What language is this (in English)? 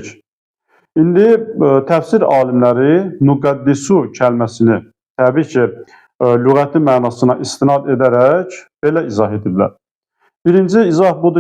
Azerbaijani